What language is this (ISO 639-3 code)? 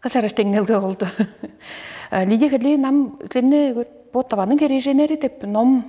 tyv